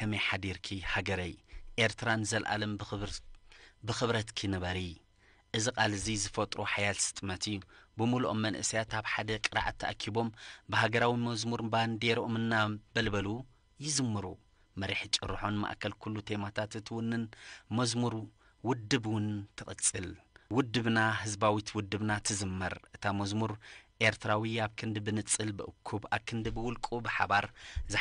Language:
Tigrinya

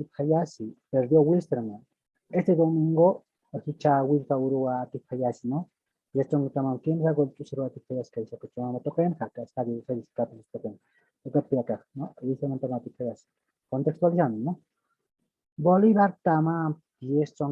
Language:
Aymara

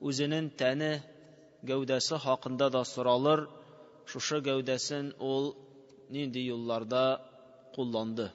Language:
Tatar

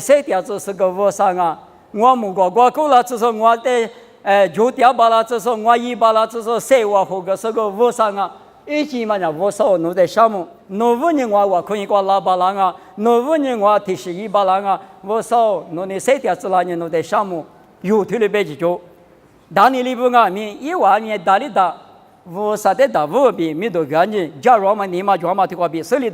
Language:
Lisu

